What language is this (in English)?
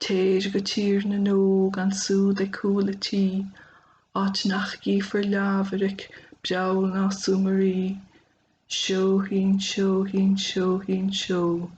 Irish